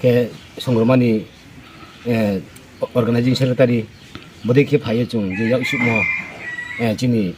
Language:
Riang (India)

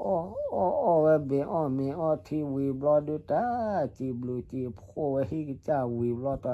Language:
S'gaw Karen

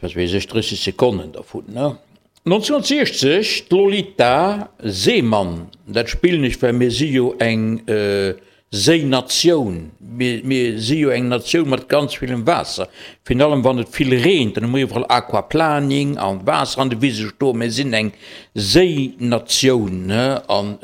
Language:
Luxembourgish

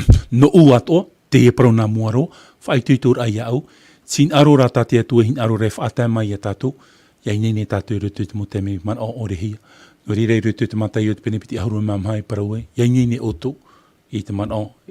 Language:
Tahitian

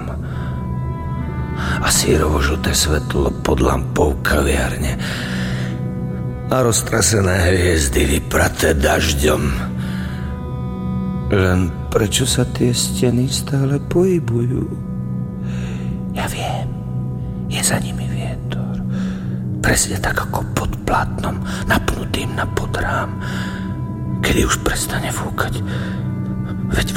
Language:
Slovak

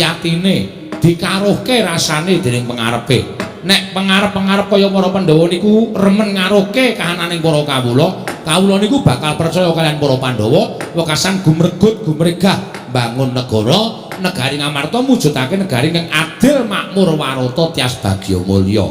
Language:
Javanese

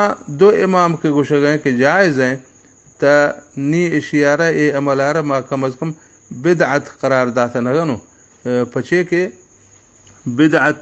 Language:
Baluchi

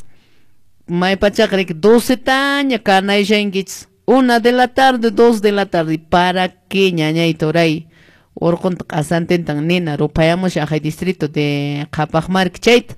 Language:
Quechua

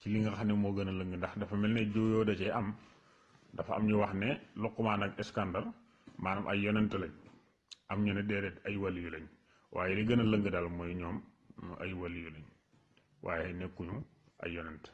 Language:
Wolof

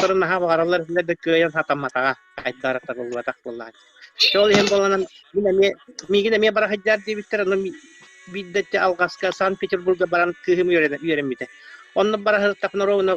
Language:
Yakut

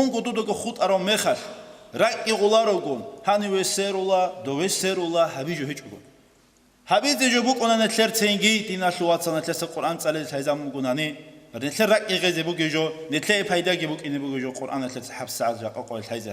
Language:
Avaric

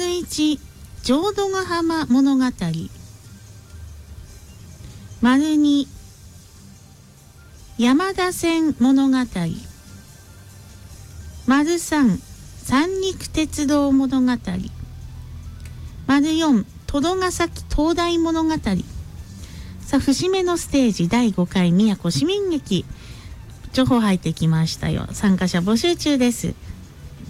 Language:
Japanese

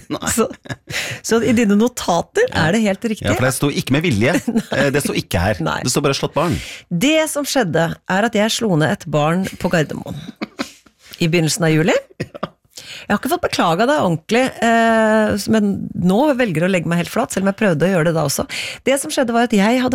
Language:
Norwegian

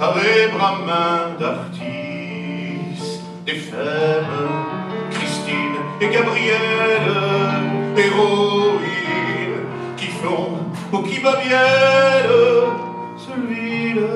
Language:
Picard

